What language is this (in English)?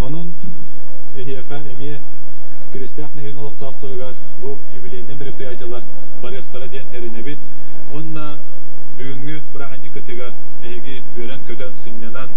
Yakut